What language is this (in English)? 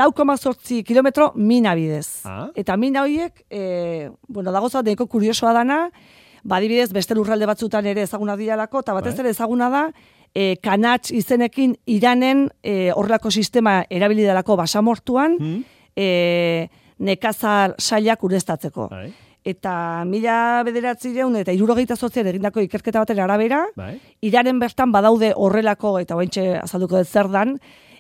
Basque